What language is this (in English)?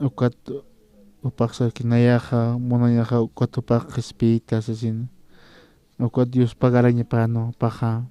Aymara